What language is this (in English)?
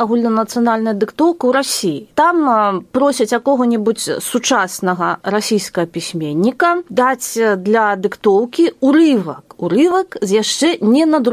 Belarusian